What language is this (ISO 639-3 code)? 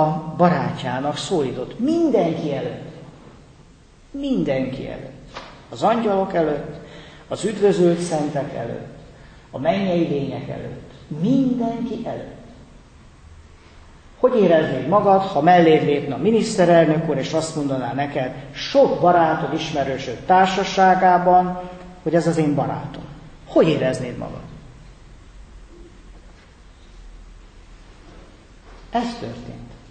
hun